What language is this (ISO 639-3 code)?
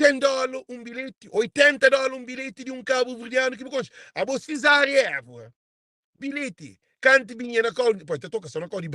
kea